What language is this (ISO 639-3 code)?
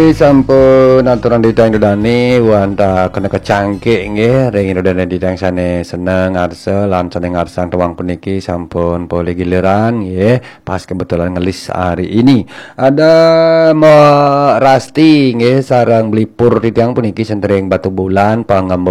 ban